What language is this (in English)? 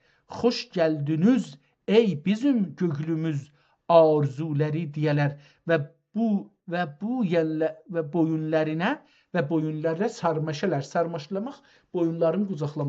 South Azerbaijani